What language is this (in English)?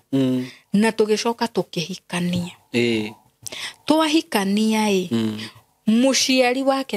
Kikuyu